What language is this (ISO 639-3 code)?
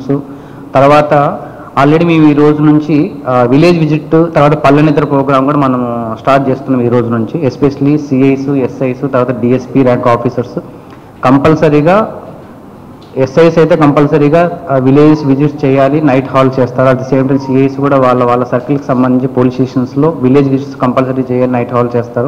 tel